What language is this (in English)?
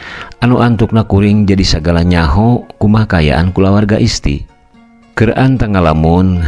Sundanese